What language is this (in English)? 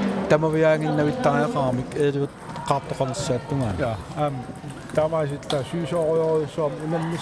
Kalaallisut